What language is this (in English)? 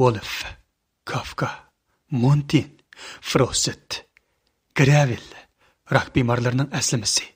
Uyghur